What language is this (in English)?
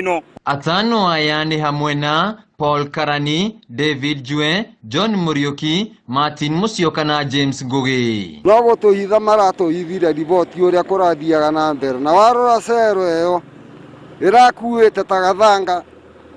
Kikuyu